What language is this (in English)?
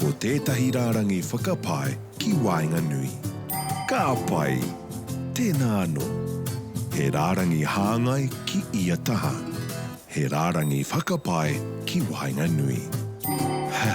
Māori